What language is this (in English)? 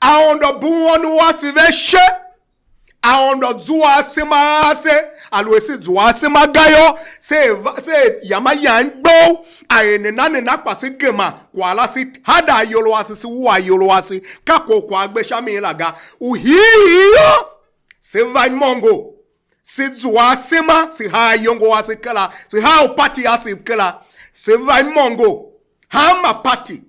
Tiv